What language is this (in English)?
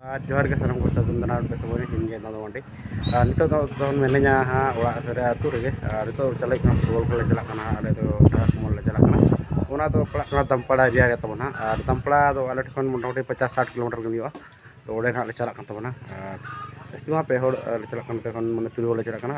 Santali